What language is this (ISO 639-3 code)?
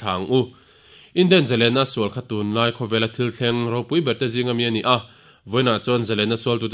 lus